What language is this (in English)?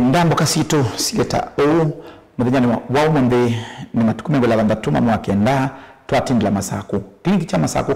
Kamba